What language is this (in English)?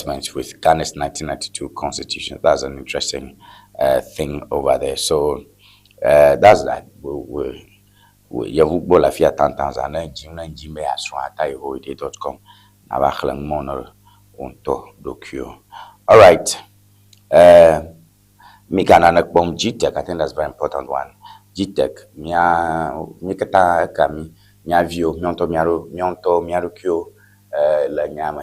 Ewe